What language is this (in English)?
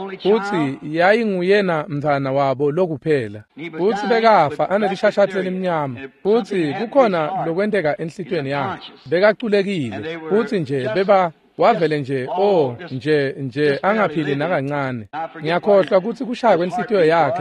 Swati